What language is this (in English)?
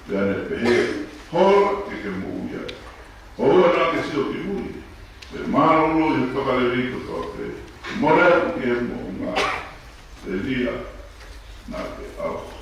Tongan